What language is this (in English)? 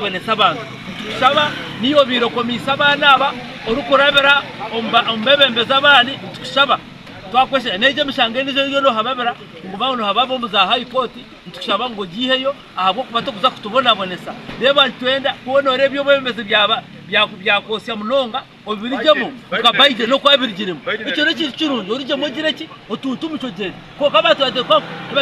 Nyankole